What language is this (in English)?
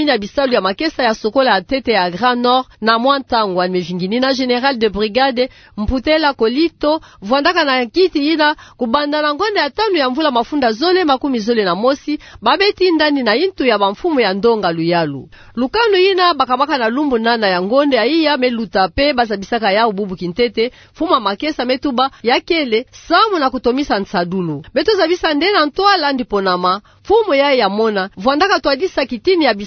Kituba (Democratic Republic of Congo)